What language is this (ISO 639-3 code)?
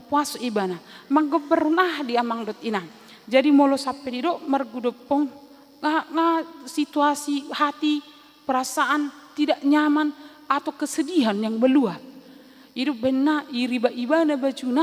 bbc